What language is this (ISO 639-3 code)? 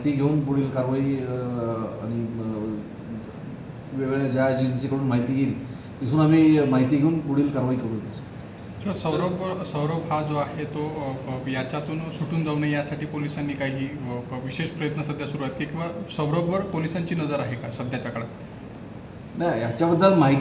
mar